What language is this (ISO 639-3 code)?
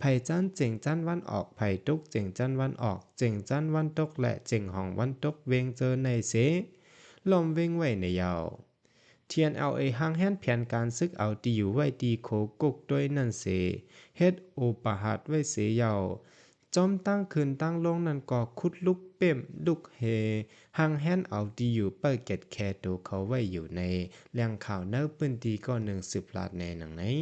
shn